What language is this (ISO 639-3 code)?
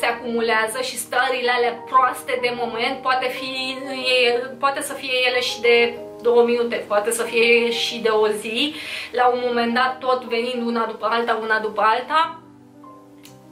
ron